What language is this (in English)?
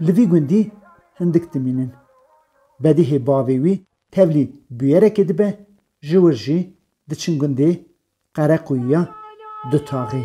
Kurdish